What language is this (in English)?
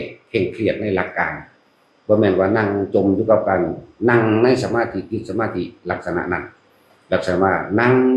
Northeastern Thai